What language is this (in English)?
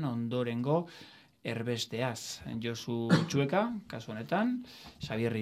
Basque